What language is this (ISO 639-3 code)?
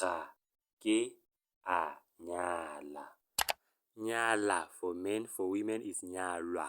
tsn